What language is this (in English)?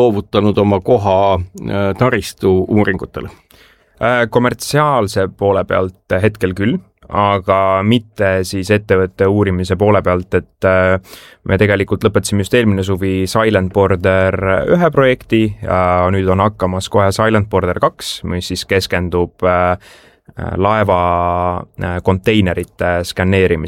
Estonian